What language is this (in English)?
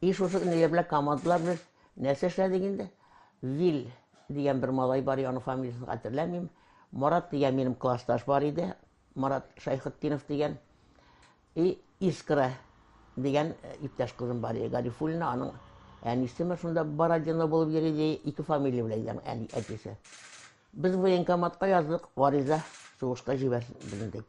Tatar